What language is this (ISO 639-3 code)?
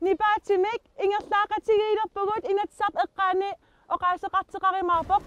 kal